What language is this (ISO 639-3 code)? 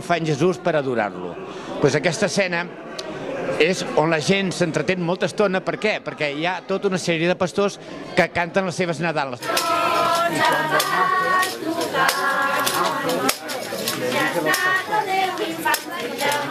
cat